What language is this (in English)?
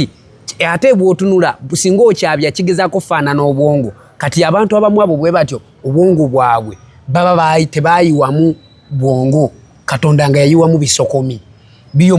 Ganda